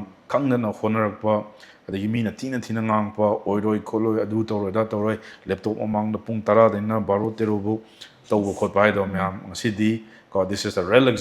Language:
Manipuri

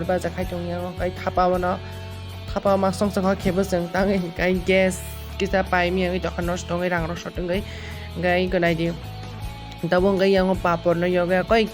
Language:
Kok Borok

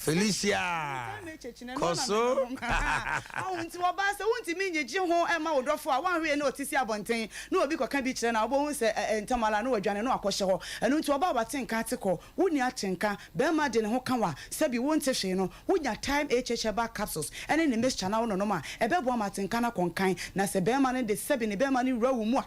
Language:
Akan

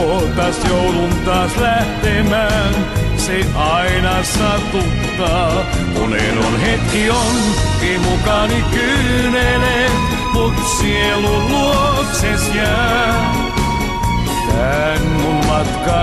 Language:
Finnish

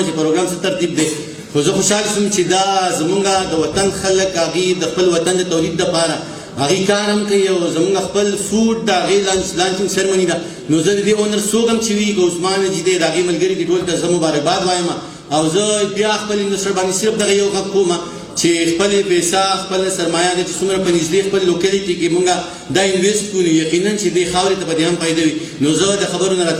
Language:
Pashto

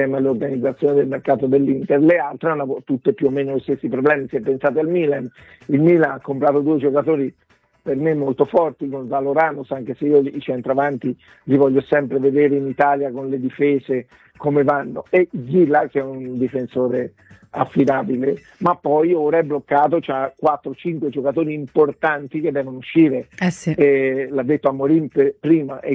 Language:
Italian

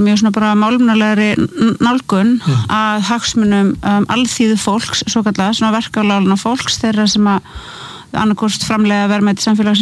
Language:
Icelandic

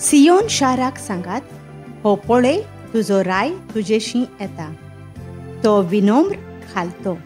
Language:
Konkani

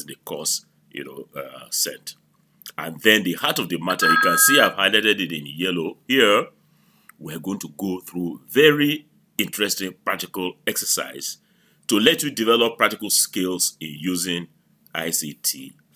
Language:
English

